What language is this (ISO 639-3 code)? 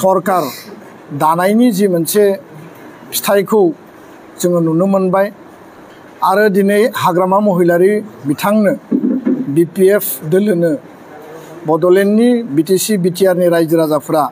brx